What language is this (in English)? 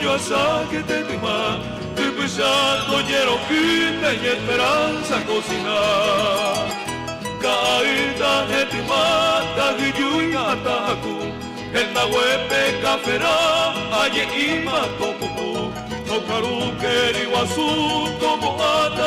Guarani